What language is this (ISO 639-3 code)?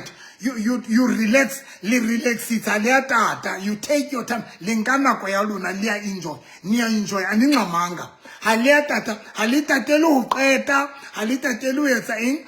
sot